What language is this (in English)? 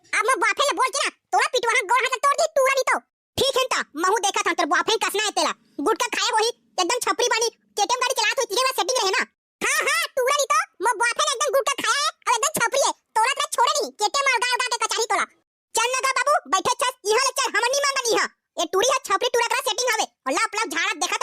Chhattisgarhi